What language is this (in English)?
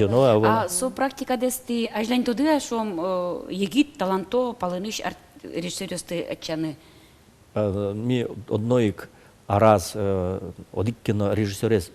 Udmurt